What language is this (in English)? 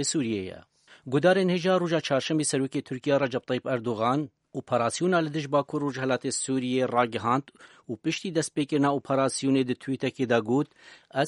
Kurdish